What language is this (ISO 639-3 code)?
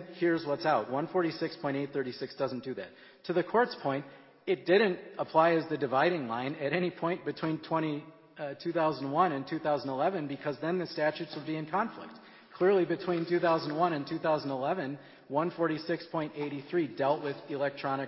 eng